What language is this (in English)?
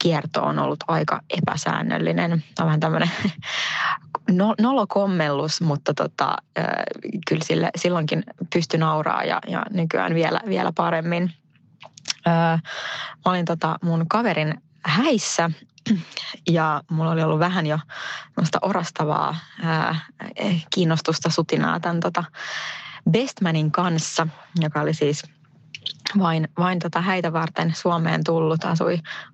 Finnish